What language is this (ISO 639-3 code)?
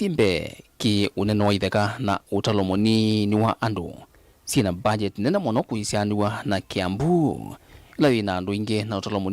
kam